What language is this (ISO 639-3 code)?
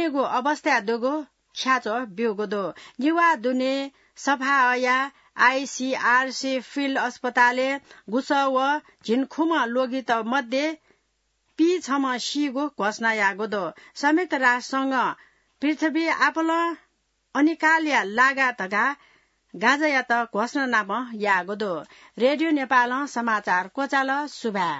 new